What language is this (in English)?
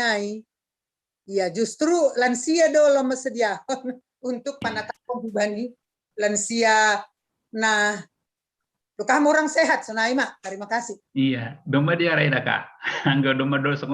Batak Simalungun